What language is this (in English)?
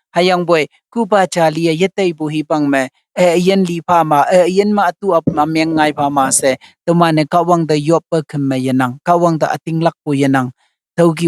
Konyak Naga